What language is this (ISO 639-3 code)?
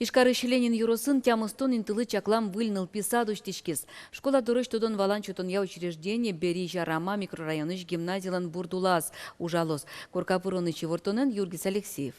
udm